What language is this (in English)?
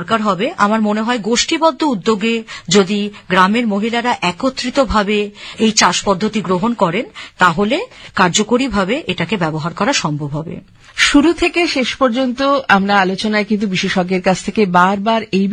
Bangla